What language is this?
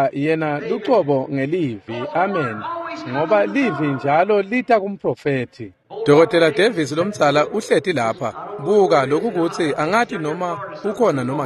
Swati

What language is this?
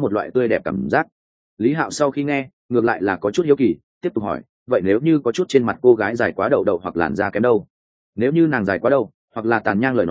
Vietnamese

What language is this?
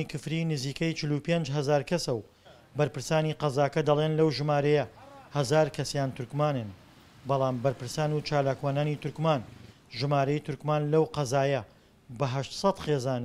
Central Kurdish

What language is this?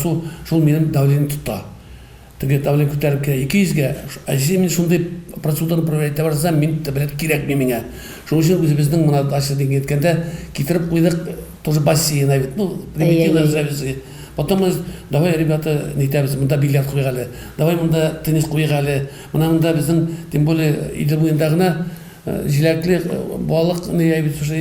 Tatar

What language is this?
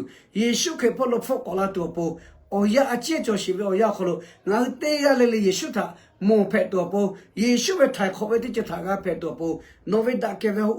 Lahu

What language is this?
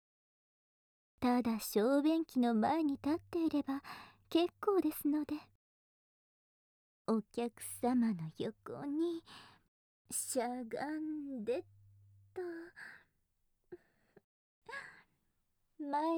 Japanese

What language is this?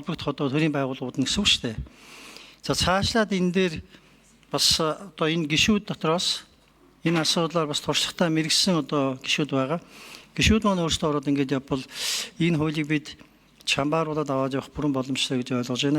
Mongolian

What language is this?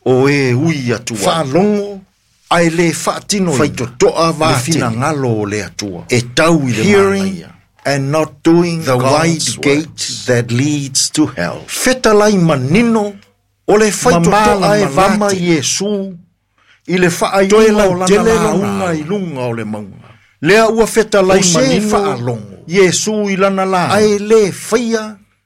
Samoan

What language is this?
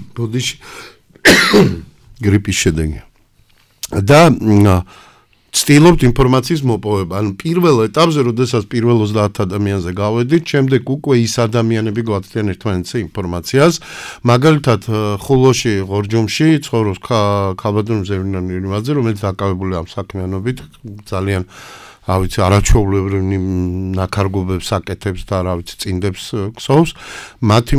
Georgian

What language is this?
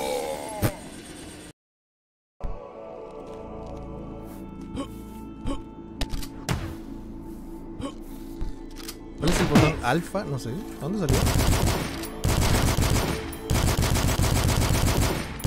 Spanish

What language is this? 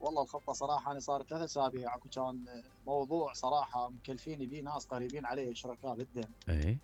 Mesopotamian Arabic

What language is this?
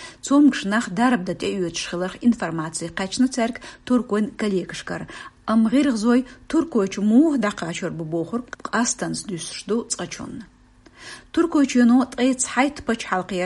Chechen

